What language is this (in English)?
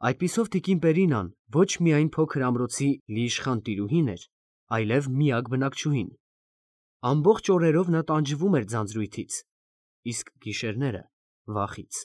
Armenian